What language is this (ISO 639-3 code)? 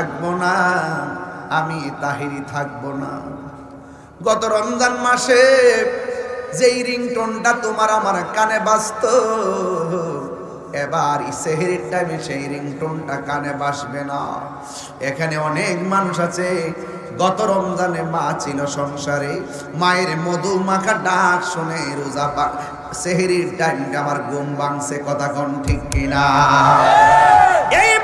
ben